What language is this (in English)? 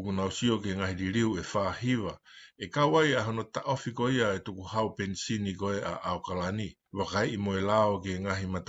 Tongan